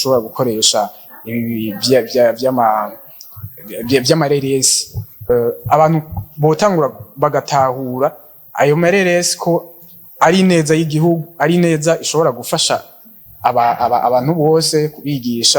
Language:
Rundi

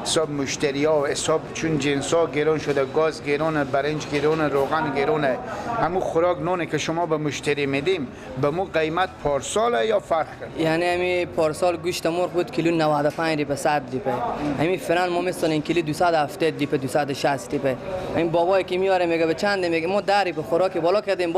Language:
Persian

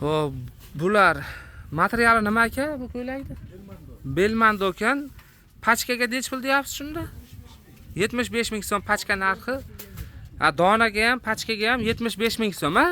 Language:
Uzbek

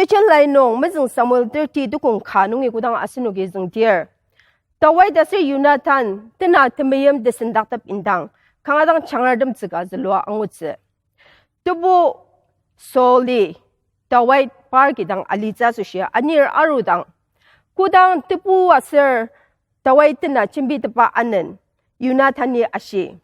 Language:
Ao Naga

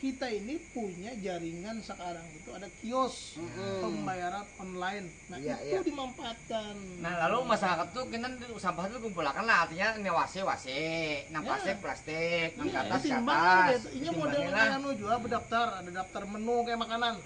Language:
Banjar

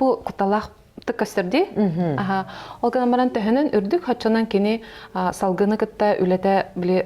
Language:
Yakut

